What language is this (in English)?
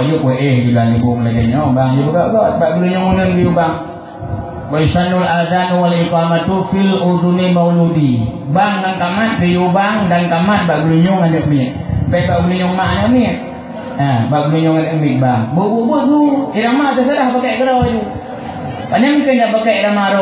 Achinese